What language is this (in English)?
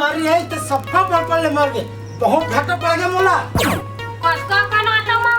Chhattisgarhi